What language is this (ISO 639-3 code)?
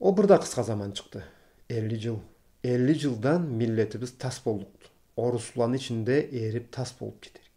krc